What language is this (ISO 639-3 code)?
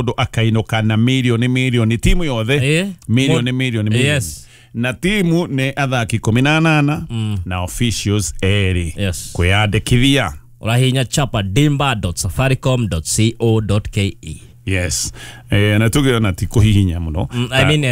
kik